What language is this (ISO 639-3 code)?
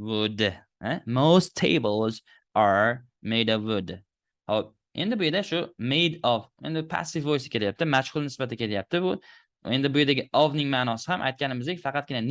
uzb